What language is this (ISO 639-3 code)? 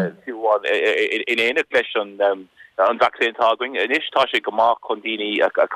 gle